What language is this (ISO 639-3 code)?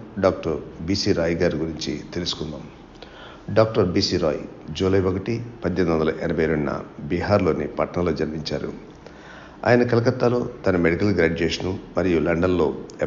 tel